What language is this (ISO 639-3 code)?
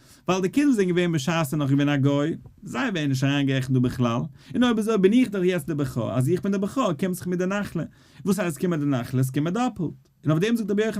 yid